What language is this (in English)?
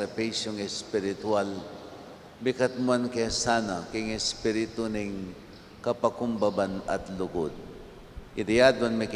Pampanga